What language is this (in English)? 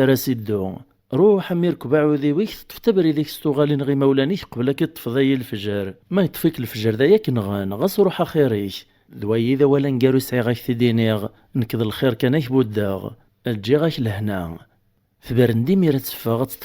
Kabyle